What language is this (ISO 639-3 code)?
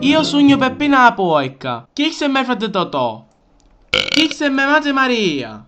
scn